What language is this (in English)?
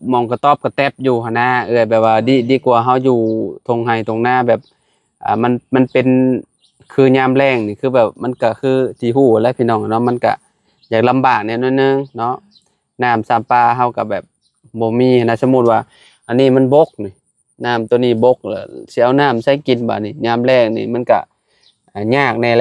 Lao